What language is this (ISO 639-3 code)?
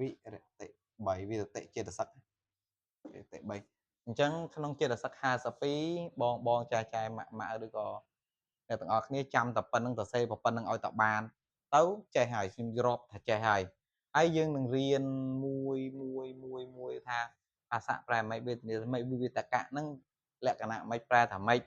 khm